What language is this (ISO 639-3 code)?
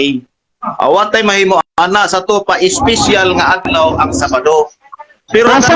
ceb